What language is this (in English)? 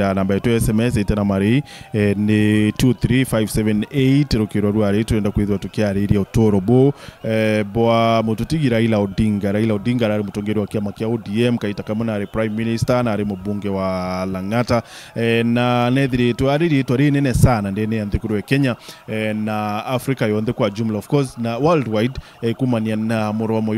Meru